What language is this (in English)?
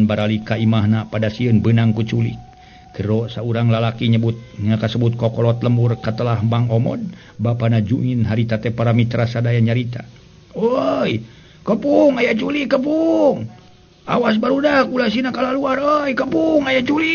Sundanese